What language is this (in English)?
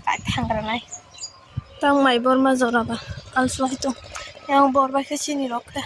Kok Borok